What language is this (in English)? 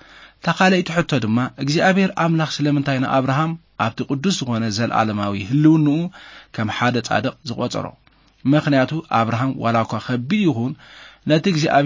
Tigrinya